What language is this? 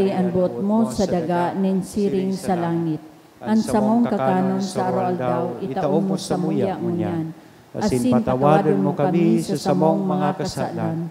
Bikol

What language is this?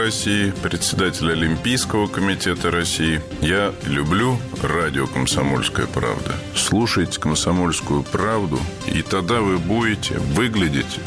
Russian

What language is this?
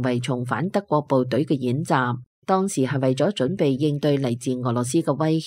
Cantonese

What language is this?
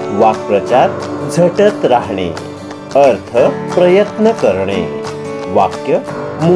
Marathi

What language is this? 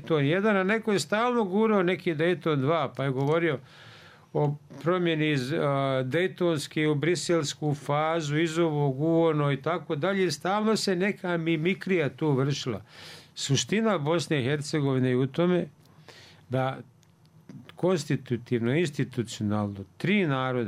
Bosnian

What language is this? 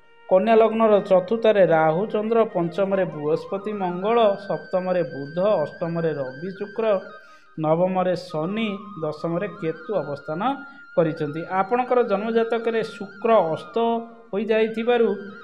Odia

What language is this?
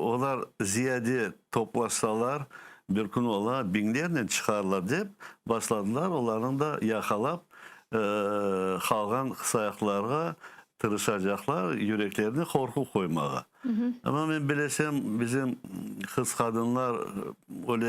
Crimean Tatar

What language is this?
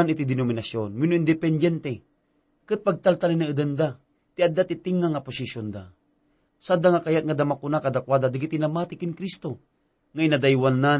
Iloko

